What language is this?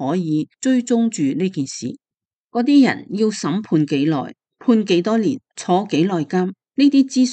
Cantonese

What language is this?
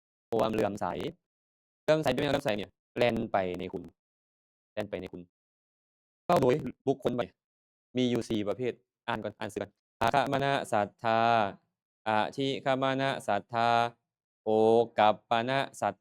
Lao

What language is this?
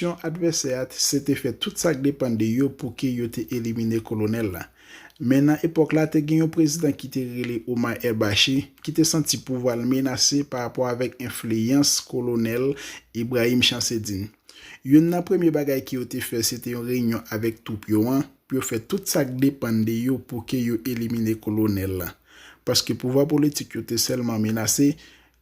Haitian Creole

